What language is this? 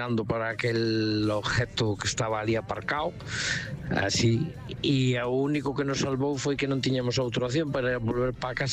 Galician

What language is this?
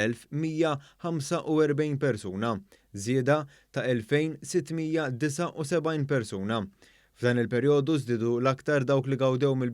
Maltese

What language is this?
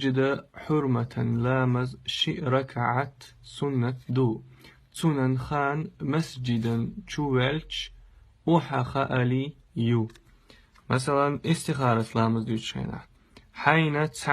Chechen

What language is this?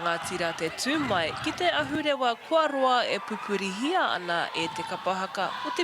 Māori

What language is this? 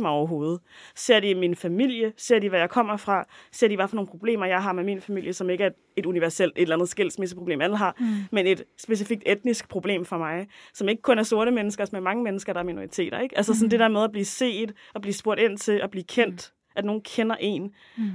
Danish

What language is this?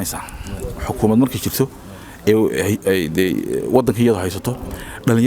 Somali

